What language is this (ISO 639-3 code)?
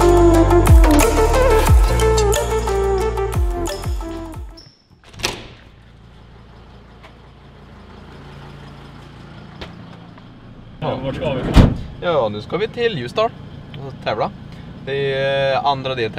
swe